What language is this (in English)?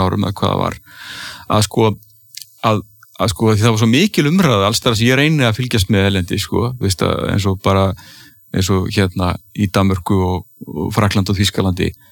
Icelandic